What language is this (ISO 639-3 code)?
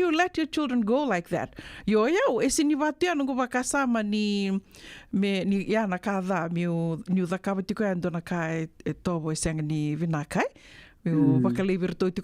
fij